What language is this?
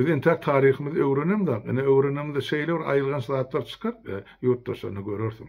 Turkmen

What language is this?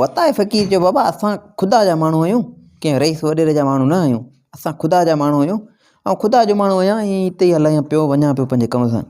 Sindhi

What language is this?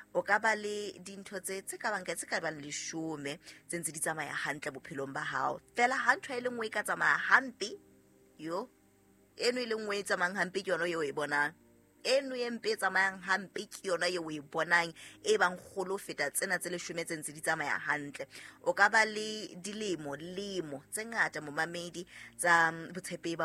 Southern Sotho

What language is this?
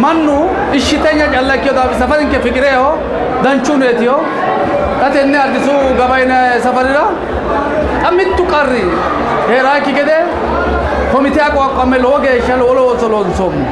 Sidamo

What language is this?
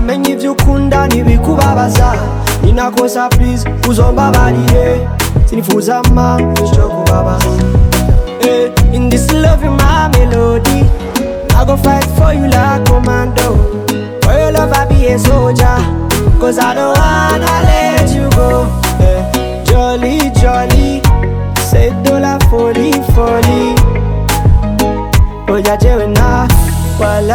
Rundi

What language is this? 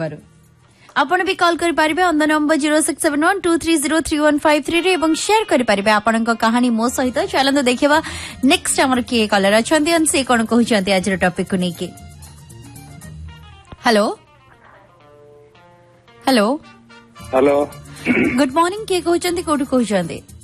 Odia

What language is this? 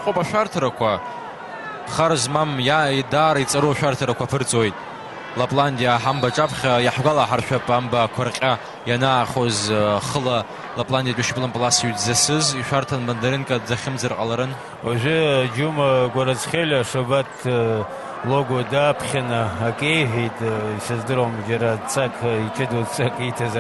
Abkhazian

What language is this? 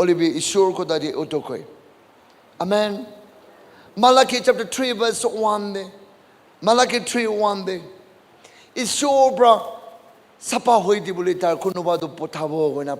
Naga Pidgin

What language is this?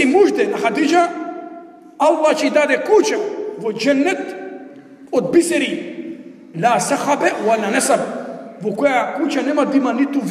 Macedonian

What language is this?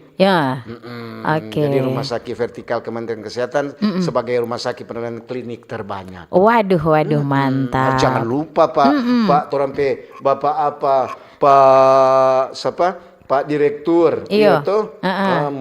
Manado Malay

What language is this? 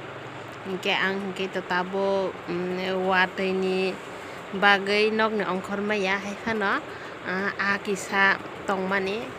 Kok Borok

